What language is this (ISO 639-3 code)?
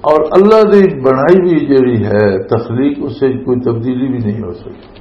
lah